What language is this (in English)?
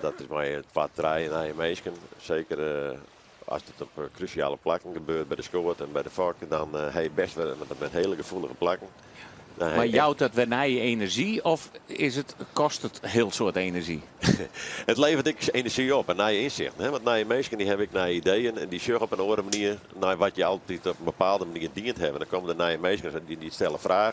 Western Frisian